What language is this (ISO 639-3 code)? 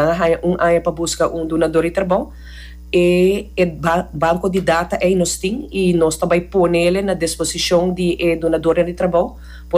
pap